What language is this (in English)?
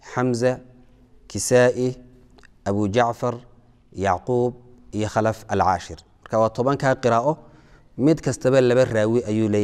Somali